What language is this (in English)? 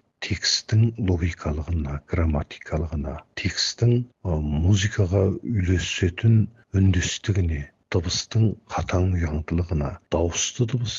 Kazakh